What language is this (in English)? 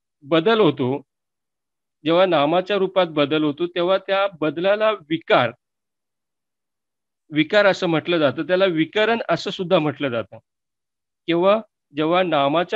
Marathi